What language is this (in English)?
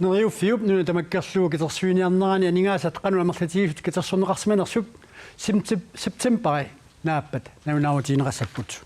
Kalaallisut